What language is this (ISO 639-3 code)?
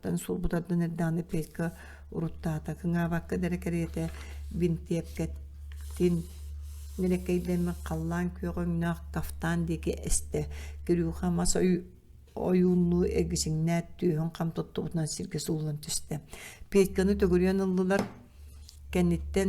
sah